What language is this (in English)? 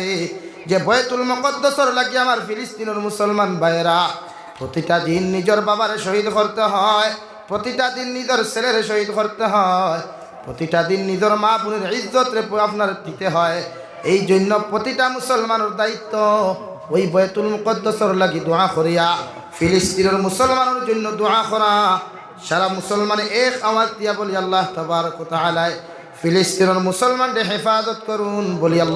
Sylheti